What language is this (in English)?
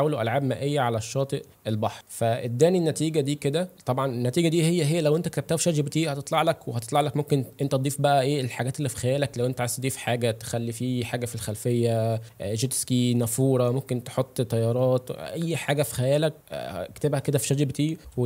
Egyptian Arabic